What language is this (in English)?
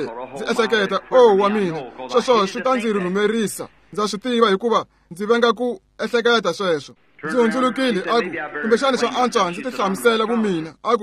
Tsonga